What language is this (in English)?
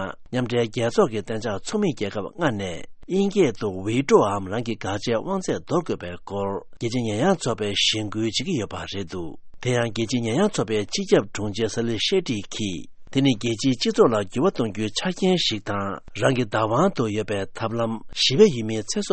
Tibetan